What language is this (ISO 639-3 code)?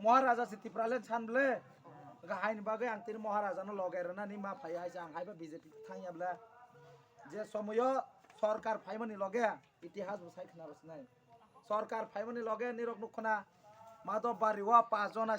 trp